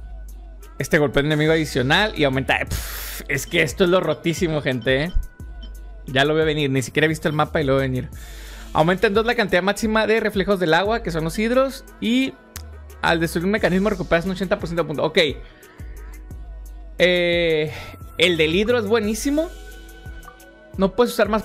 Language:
Spanish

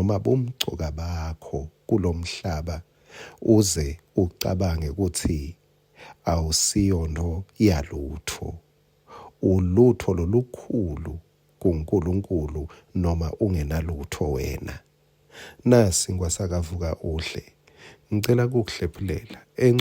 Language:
Swati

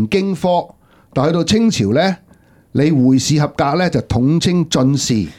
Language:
Cantonese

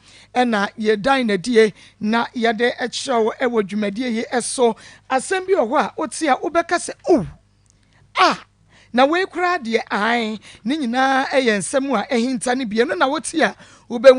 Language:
Akan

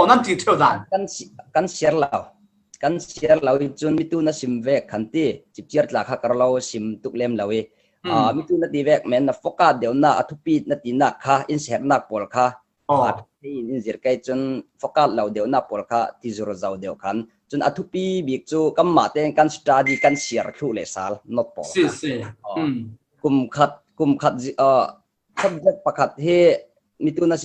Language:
Falam Chin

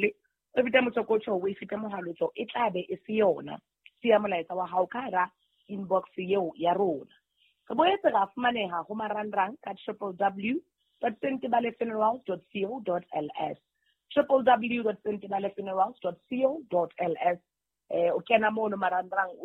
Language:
Southern Sotho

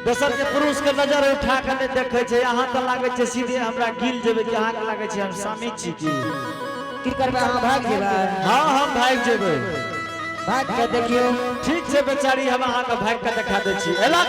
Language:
Angika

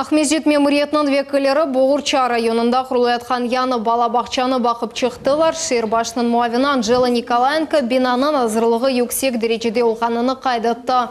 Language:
Crimean Tatar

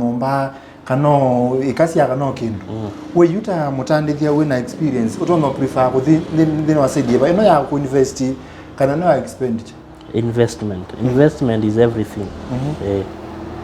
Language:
Kamba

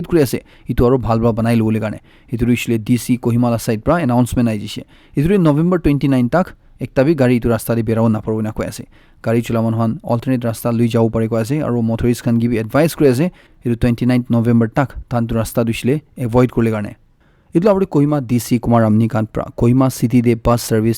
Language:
Naga Pidgin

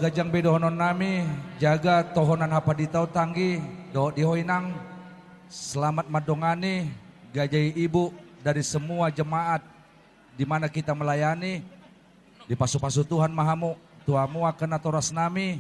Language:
Batak Toba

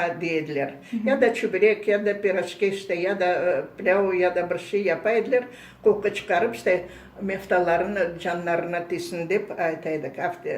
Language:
Crimean Tatar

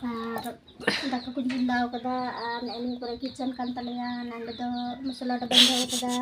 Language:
Santali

